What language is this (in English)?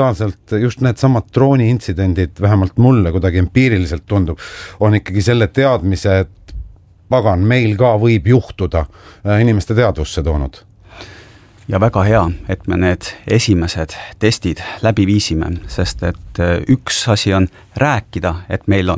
Estonian